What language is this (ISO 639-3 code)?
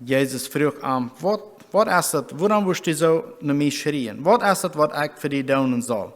pdt